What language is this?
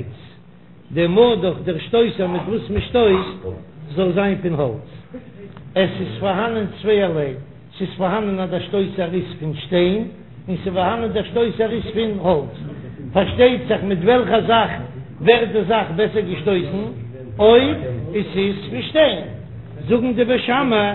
Yiddish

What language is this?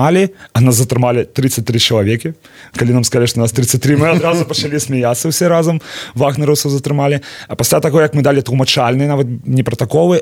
Belarusian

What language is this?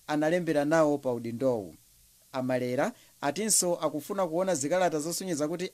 Nyanja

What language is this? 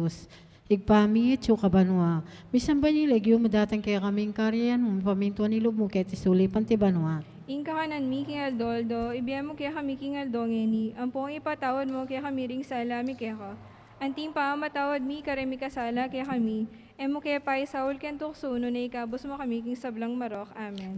Pampanga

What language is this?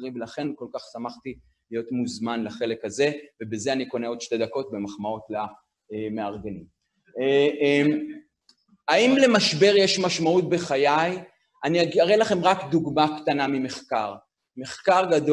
Hebrew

